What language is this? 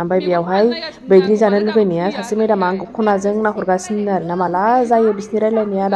Bodo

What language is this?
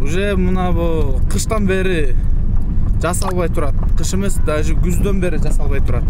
Kyrgyz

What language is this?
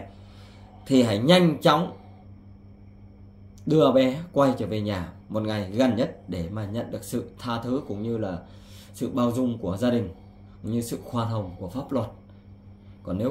Vietnamese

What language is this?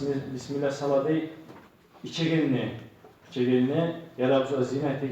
Kumyk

